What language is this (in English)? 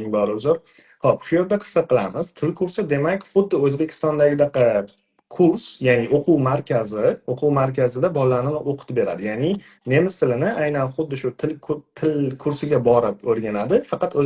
Uzbek